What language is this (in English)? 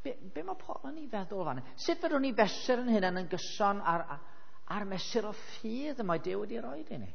Welsh